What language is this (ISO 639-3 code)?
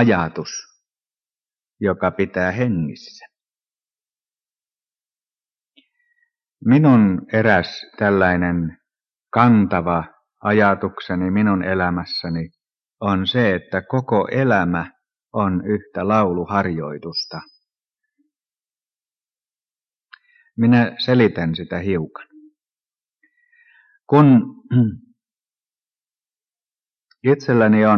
fin